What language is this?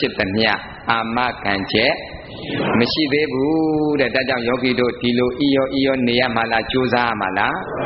Burmese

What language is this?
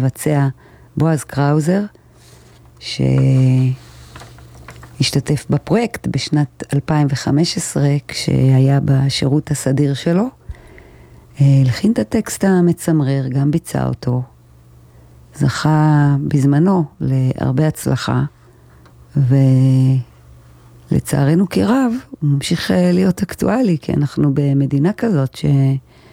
Hebrew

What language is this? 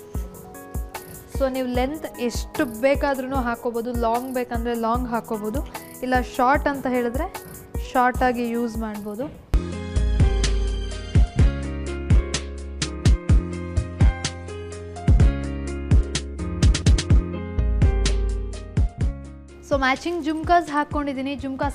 Kannada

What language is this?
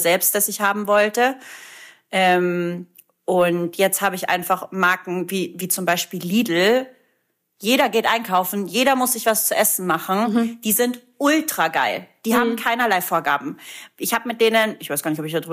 German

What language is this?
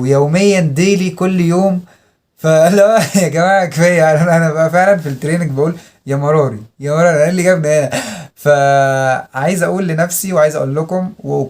Egyptian Arabic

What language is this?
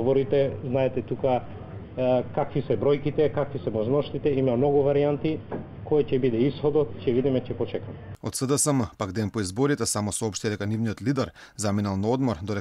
Macedonian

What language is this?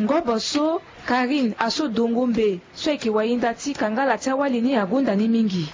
Sango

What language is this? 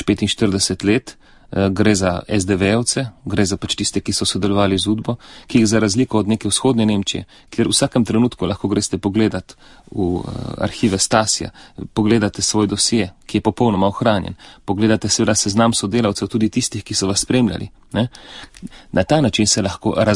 Slovenian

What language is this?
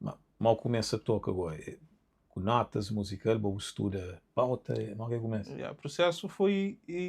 Kabuverdianu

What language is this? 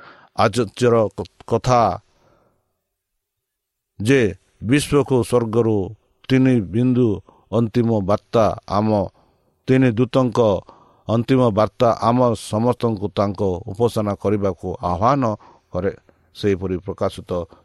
Odia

